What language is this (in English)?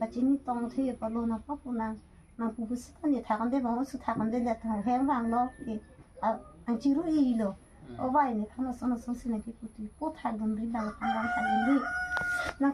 Karbi